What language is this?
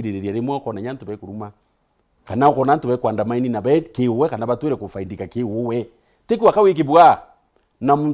Meru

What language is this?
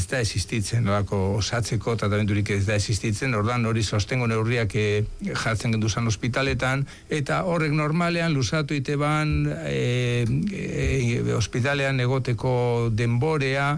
Basque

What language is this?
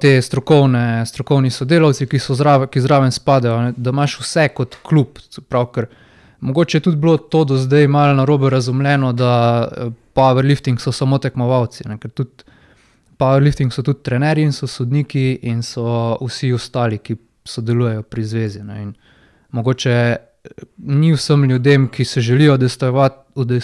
Slovenian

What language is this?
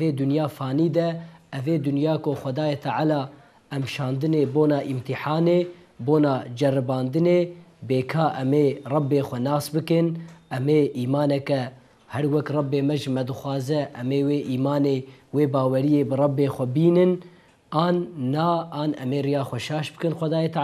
Kurdish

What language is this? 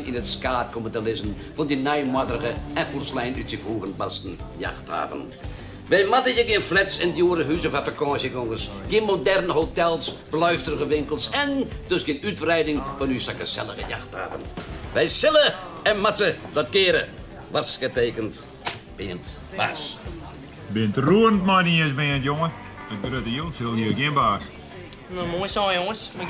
Western Frisian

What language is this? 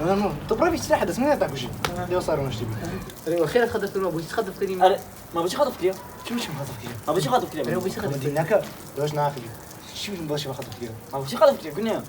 Kurdish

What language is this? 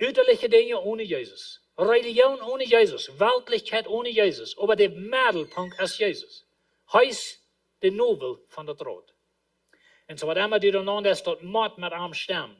Plautdietsch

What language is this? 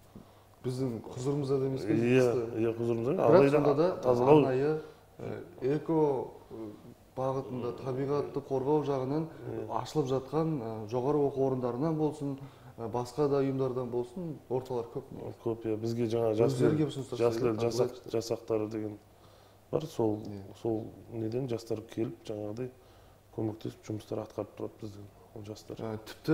Kazakh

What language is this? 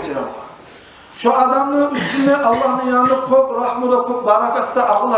Kumyk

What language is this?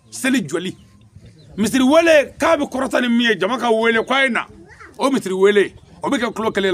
Bambara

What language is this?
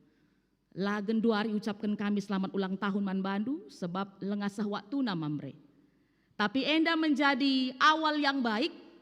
Batak Karo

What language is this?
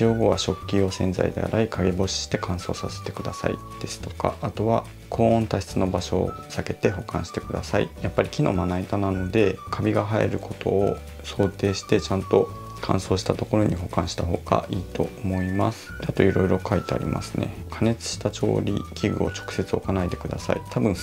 Japanese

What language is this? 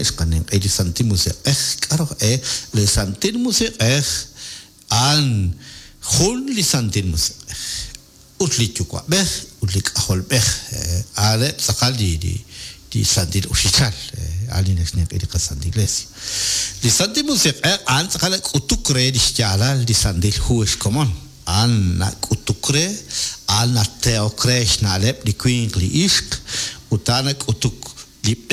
Kekchí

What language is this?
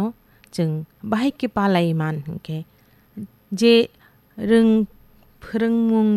Kok Borok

